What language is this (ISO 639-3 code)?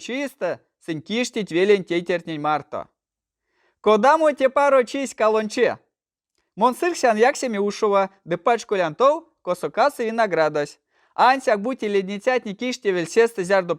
myv